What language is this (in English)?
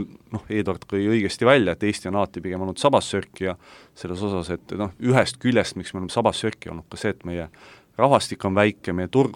Estonian